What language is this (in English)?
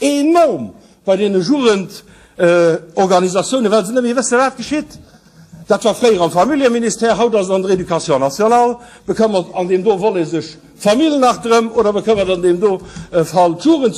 Luxembourgish